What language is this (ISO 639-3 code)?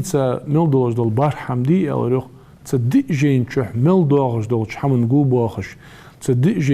inh